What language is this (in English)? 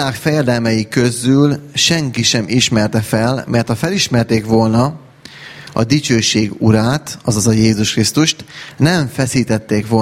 Hungarian